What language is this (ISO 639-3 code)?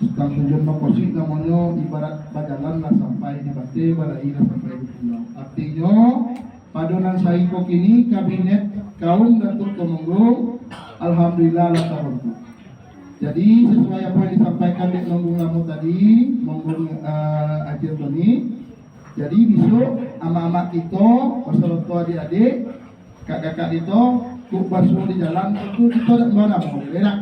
min